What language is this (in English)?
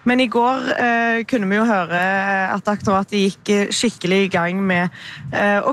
Norwegian